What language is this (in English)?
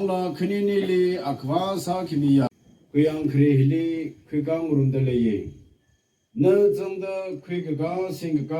Tangkhul Naga (India)